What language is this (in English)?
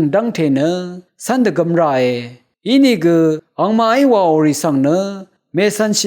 Rawang